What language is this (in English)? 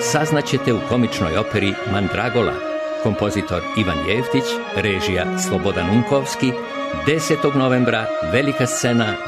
Serbian